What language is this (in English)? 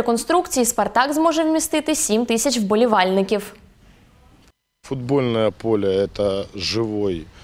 Ukrainian